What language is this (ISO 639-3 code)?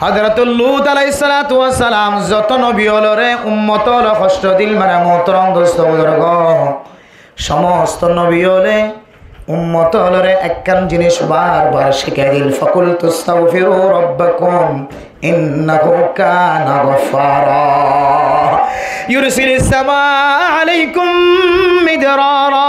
rhg